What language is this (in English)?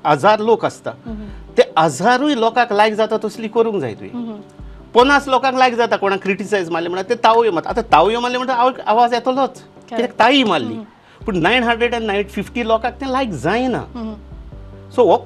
Konkani